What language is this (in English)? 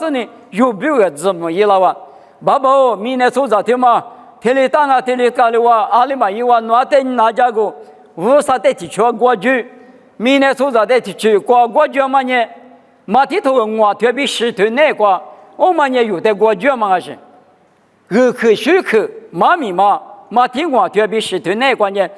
Lisu